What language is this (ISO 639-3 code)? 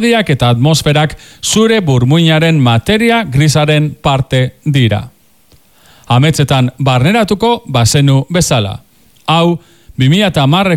eus